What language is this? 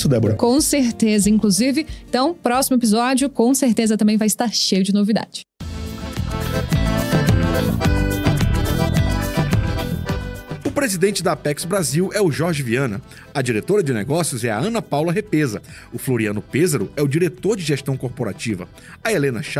Portuguese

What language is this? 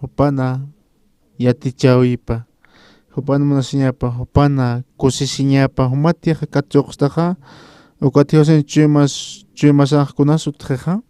Aymara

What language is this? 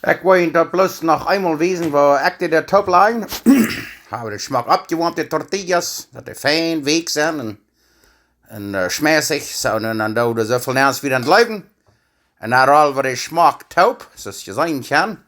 Plautdietsch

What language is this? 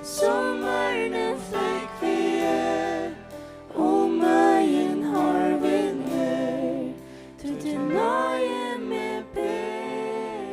Faroese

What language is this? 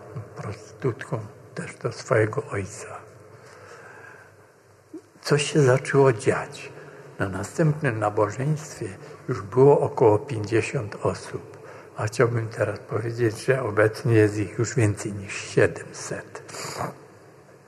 Polish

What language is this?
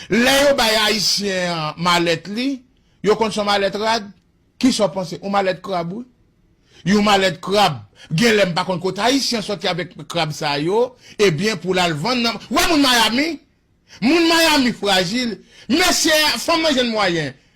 Haitian Creole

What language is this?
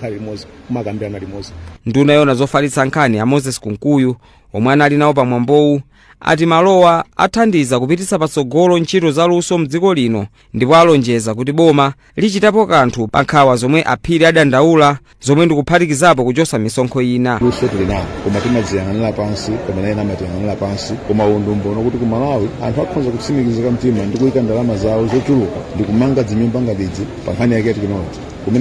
Nyanja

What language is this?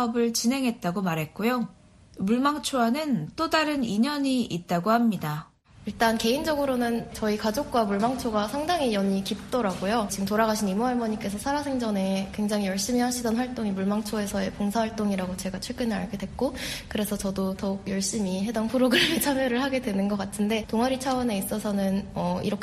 Korean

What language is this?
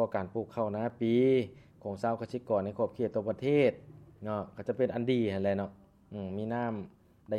Lao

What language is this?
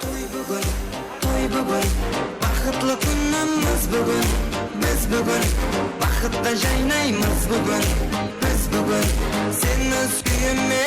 Kara-Kalpak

